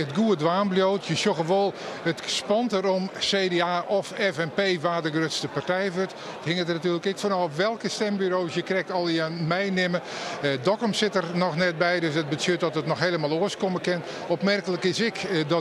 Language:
Western Frisian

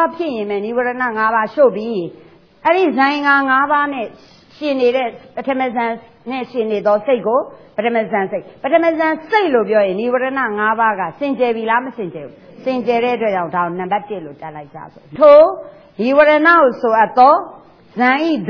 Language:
Burmese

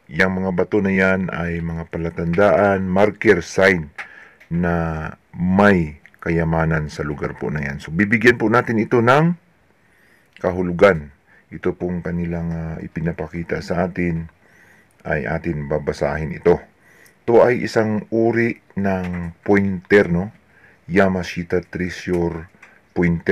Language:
Filipino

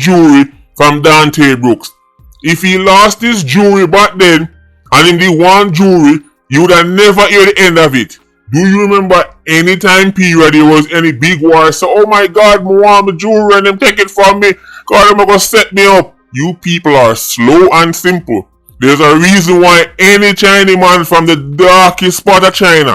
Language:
Jamaican Creole English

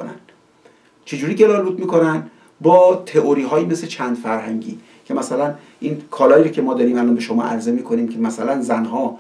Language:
Persian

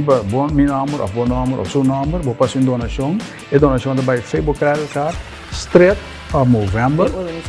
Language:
Papiamento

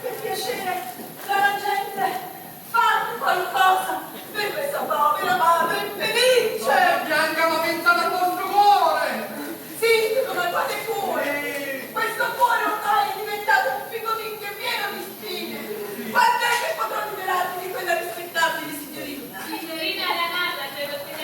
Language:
Neapolitan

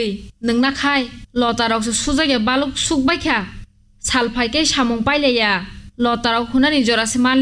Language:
Kok Borok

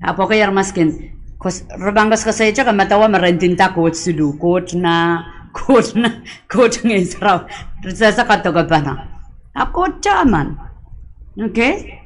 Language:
Pohnpeian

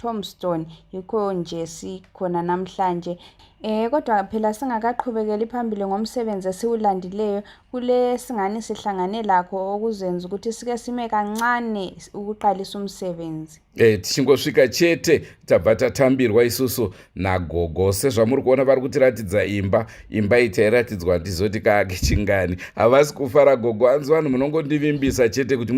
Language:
Shona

